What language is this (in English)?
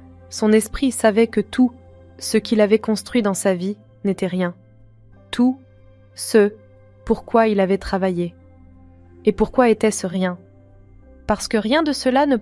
French